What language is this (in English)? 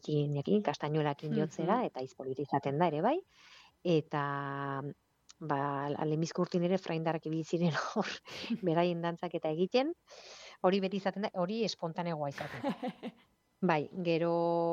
Basque